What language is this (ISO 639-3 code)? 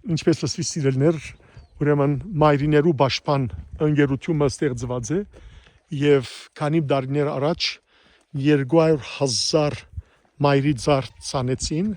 hyw